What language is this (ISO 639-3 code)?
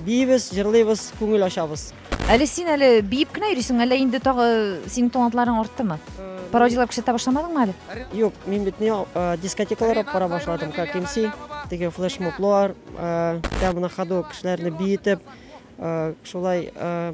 tat